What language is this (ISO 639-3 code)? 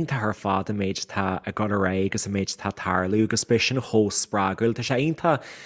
gle